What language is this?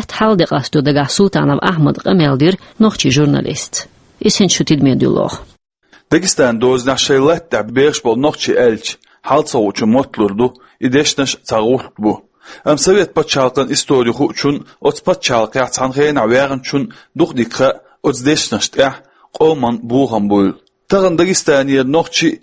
Chechen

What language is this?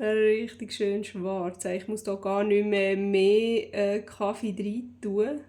Swiss German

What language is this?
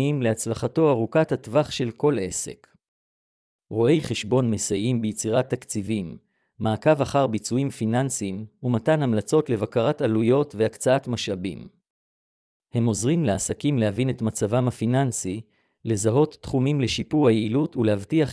Hebrew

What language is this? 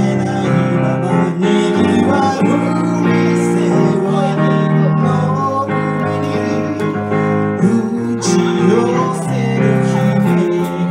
Japanese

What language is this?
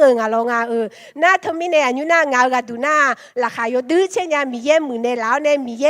Akha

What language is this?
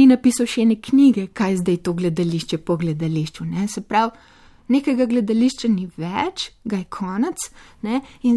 Slovenian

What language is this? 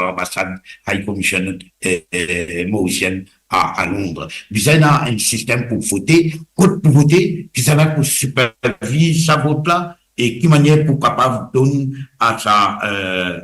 Morisyen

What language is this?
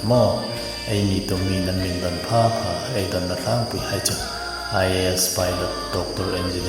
Hmar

